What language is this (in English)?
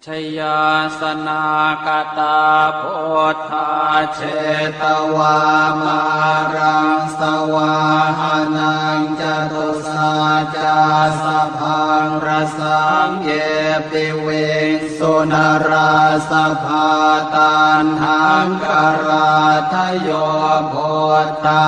Pali